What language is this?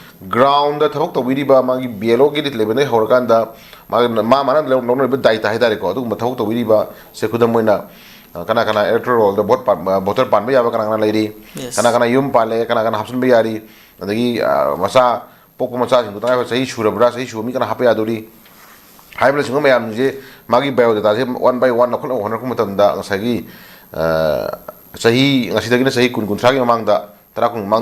Manipuri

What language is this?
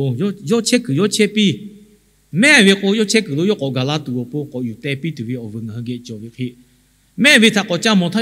Lahu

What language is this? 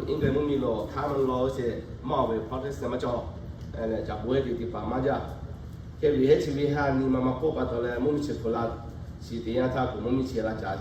Lahu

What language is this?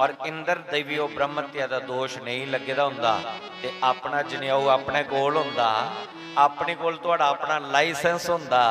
Dogri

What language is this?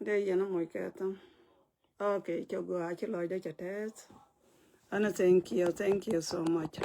Nuer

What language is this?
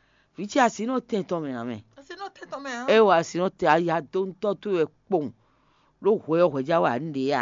Fon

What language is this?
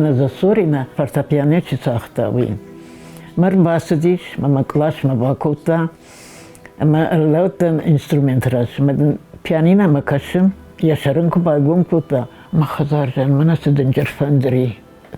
Ossetic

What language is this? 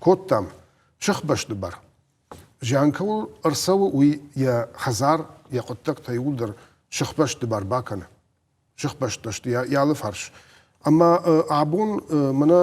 Ossetic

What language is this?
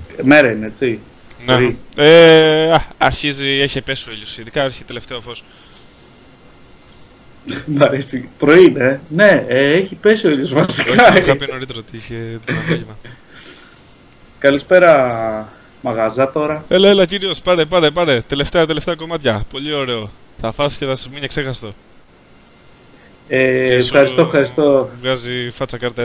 Greek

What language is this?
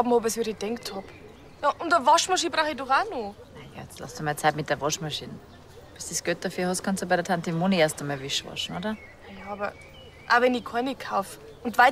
Bavarian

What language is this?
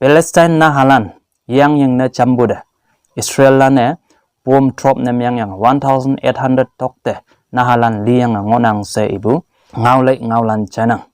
Konyak Naga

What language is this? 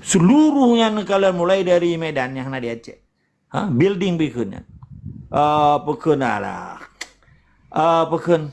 Achinese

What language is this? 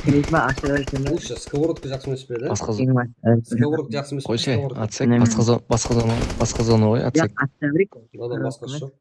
Kara-Kalpak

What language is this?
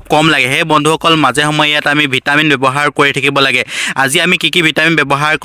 Assamese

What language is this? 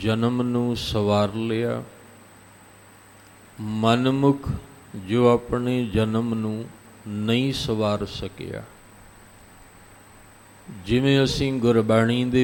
Punjabi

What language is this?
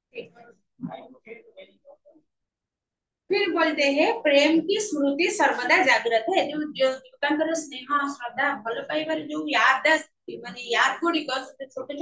Odia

